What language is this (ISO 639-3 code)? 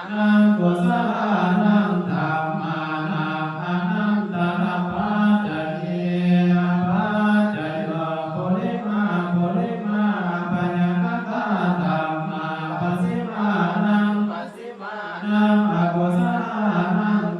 pli